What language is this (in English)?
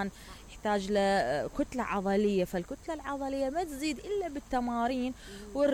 Mesopotamian Arabic